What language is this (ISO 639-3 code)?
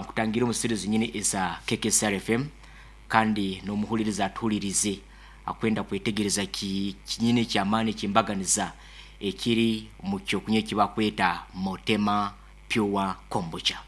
nyn